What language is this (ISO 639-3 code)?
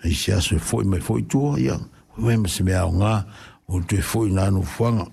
smo